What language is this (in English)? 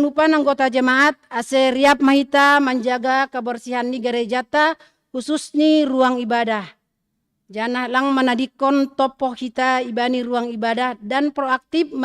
Batak Simalungun